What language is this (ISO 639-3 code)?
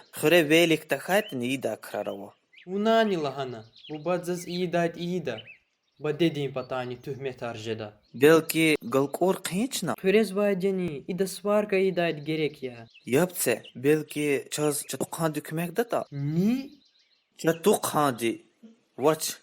lez